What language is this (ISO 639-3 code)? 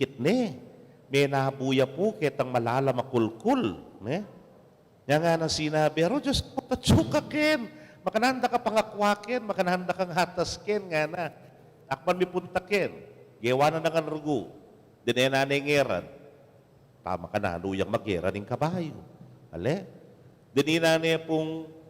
pam